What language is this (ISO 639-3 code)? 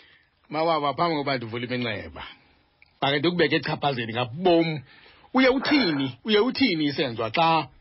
xho